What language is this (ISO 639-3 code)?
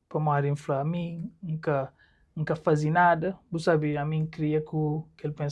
kea